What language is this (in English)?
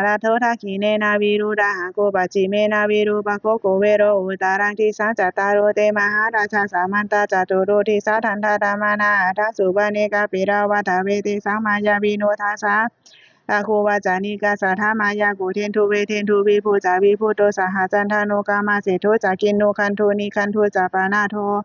Pali